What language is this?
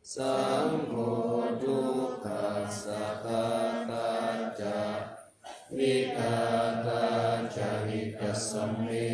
Pali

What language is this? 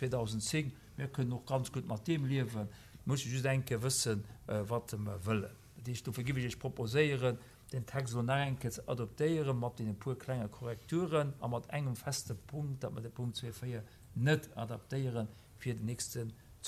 Luxembourgish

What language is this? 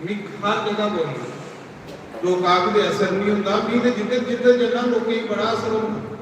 Dogri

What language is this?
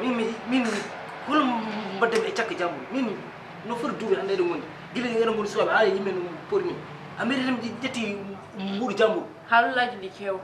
Fula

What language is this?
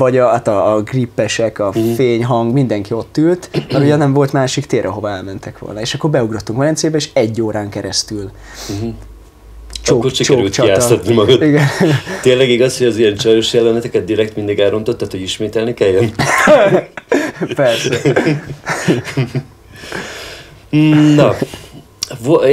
Hungarian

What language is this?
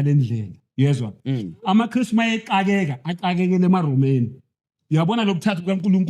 Zulu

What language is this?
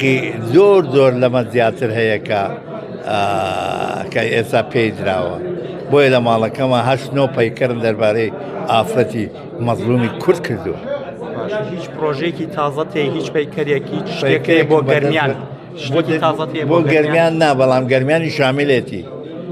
Central Kurdish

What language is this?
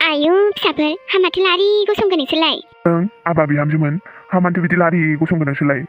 Bodo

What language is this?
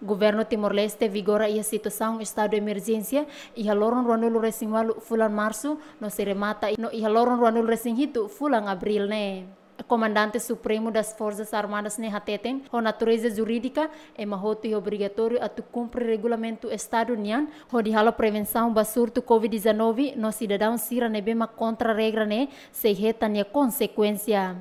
Tetum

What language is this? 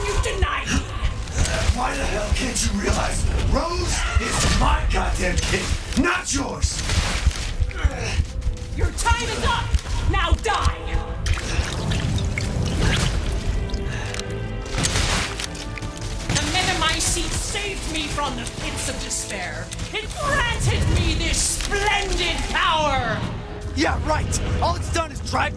English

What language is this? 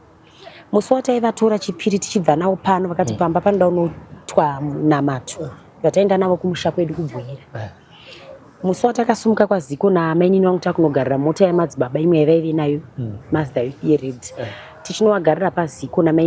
Shona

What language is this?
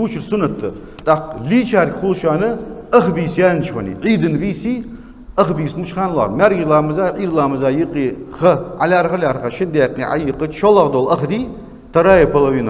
Ingush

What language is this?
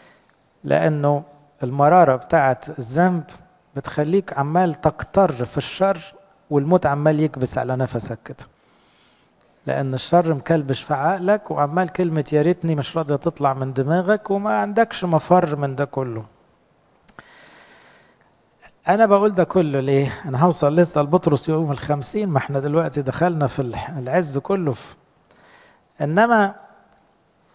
Egyptian Arabic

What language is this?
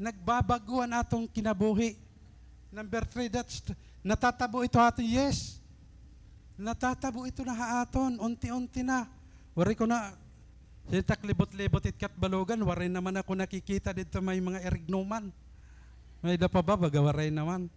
Waray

